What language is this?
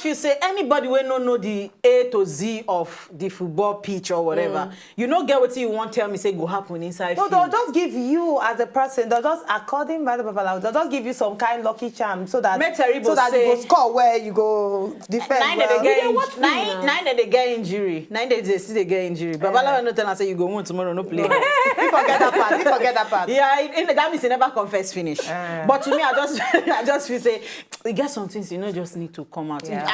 Nigerian Pidgin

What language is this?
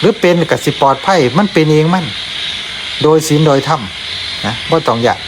Northeastern Thai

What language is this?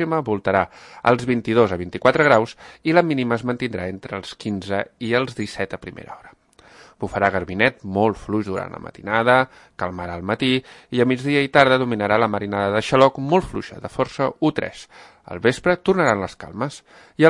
Catalan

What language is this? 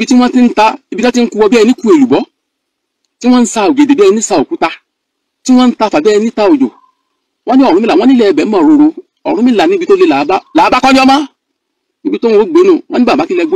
Yoruba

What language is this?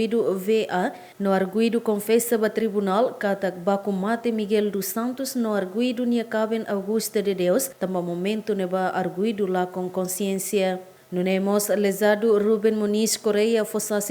Tetum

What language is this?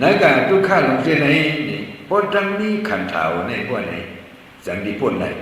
Shan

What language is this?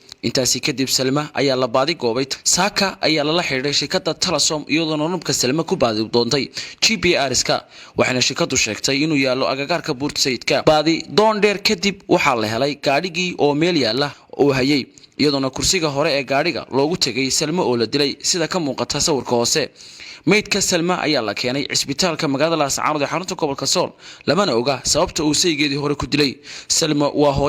Somali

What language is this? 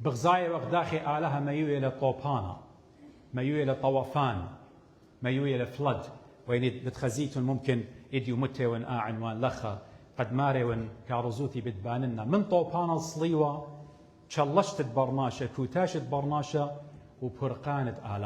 Assyrian Neo-Aramaic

